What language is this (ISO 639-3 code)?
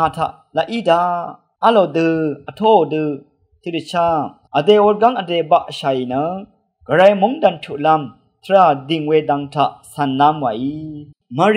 raw